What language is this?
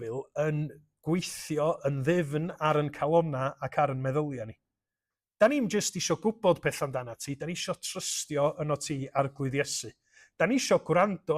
Welsh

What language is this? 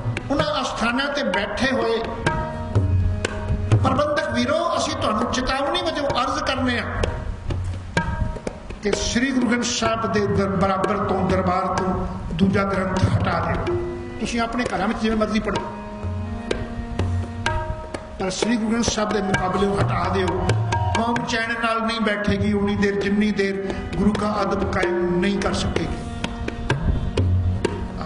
Punjabi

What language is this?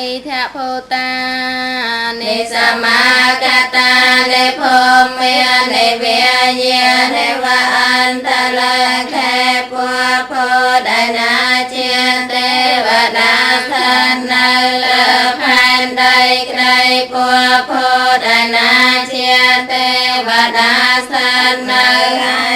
Khmer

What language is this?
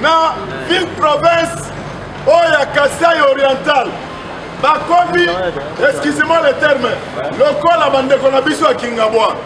Lingala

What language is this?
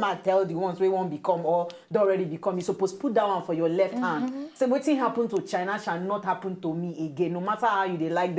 Nigerian Pidgin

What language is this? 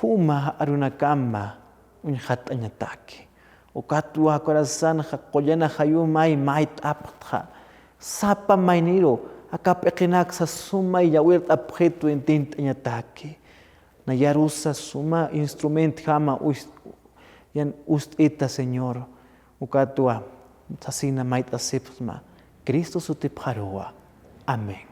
Aymara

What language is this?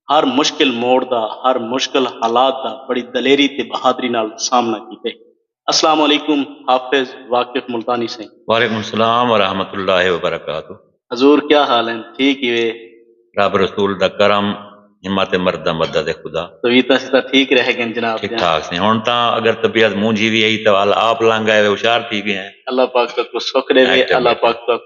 Saraiki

